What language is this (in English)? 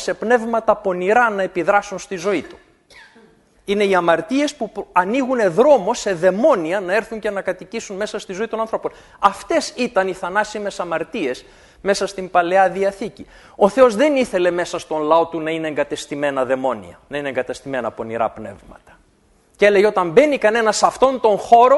Greek